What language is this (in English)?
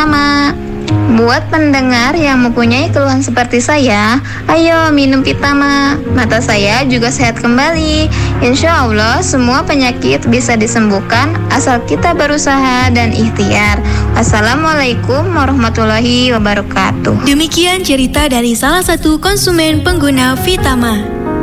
Indonesian